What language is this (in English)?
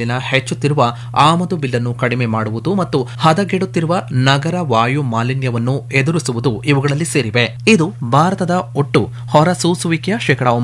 Kannada